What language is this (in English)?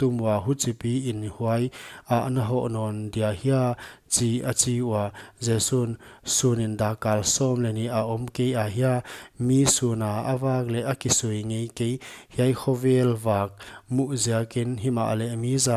Paite Chin